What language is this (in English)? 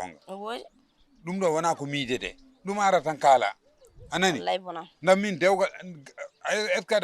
Fula